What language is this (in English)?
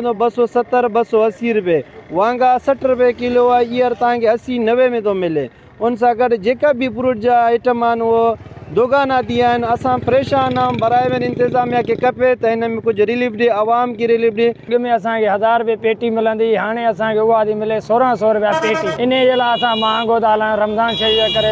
Sindhi